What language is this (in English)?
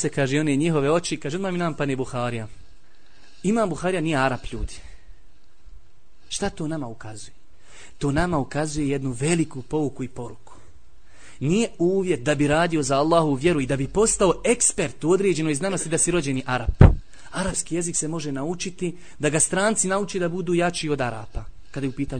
Bosnian